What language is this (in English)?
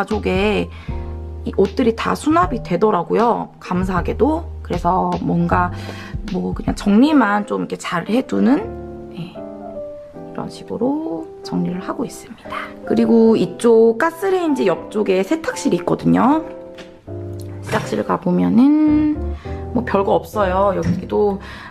Korean